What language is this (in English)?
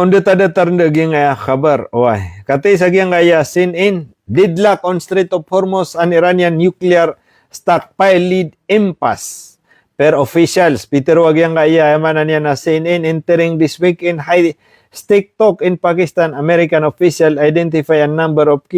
Maranao